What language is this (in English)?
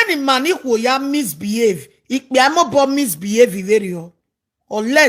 Nigerian Pidgin